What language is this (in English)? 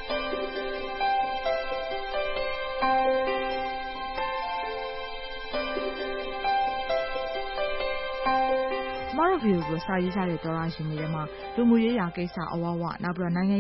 Burmese